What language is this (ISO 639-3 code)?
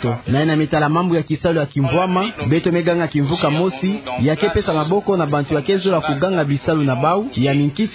ktu